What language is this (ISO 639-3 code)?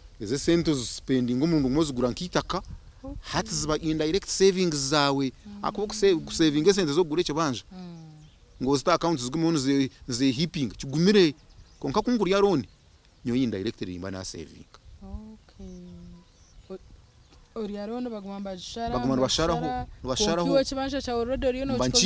nyn